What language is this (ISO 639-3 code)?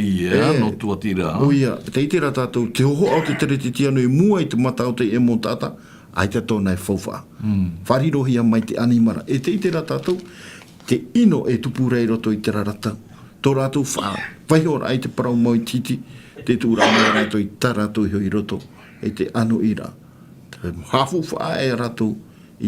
tah